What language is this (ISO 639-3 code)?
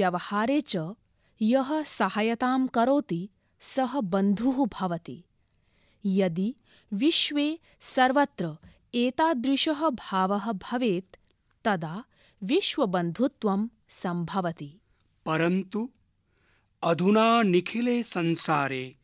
san